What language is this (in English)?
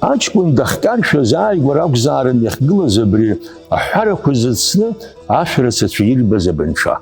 Abkhazian